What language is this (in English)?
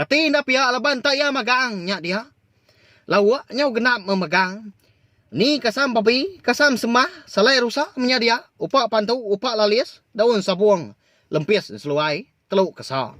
Iban